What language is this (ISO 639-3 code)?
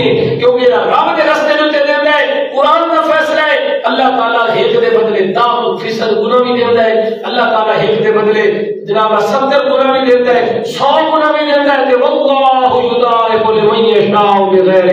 skr